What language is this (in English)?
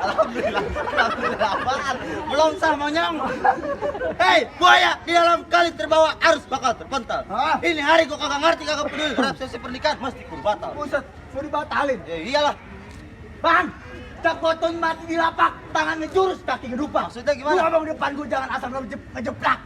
Betawi